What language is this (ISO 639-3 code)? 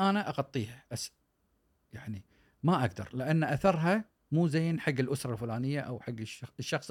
afb